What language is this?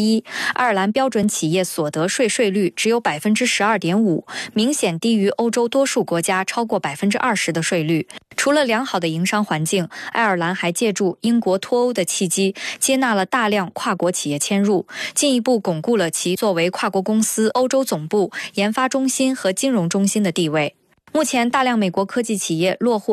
Chinese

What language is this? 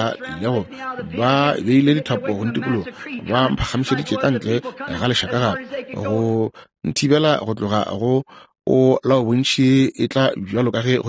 Northern Sotho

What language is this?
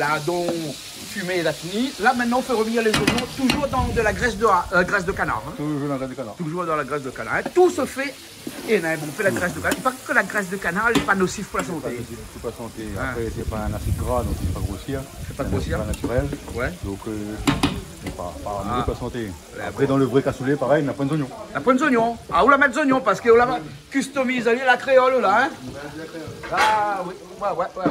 Réunion Creole French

